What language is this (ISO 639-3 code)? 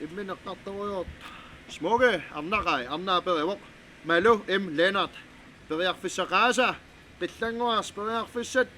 kal